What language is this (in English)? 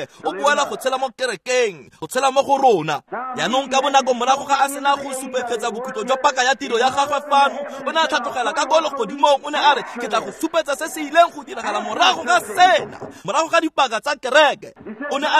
Tswana